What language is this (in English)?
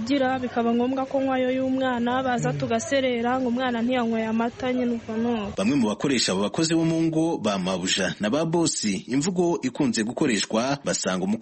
Kinyarwanda